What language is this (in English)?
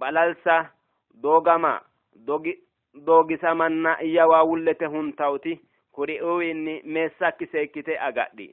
Sidamo